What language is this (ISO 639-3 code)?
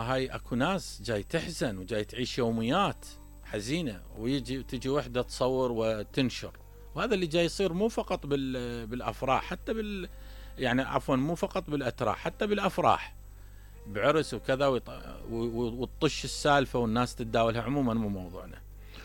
acm